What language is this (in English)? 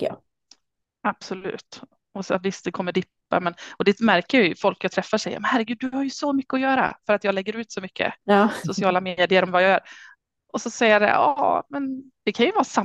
Swedish